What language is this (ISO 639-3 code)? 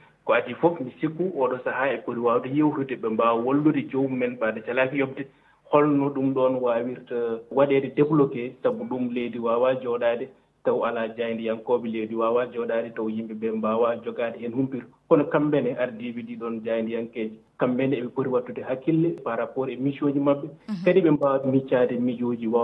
ful